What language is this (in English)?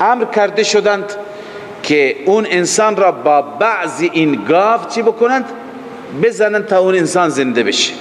Persian